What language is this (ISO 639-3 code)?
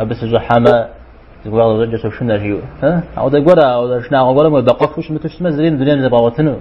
kbd